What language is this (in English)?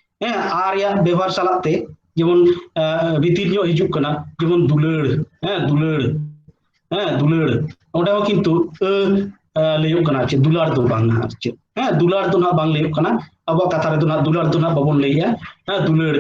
Santali